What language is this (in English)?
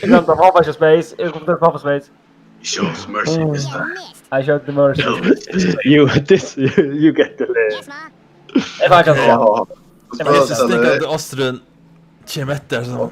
Faroese